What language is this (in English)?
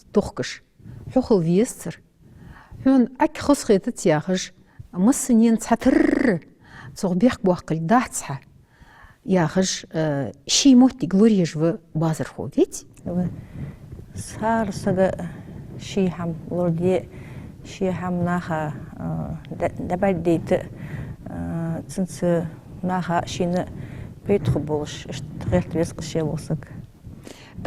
Ingush